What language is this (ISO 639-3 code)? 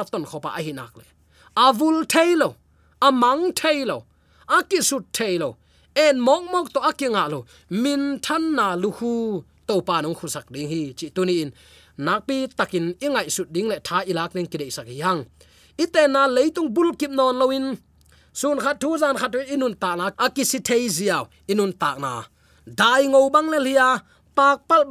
ctd